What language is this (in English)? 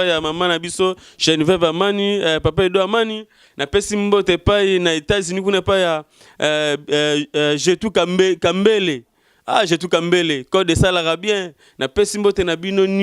Lingala